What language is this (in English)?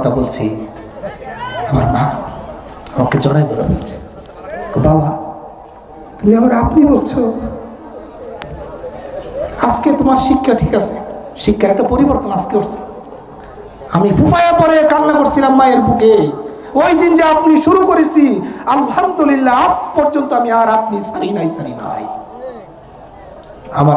Bangla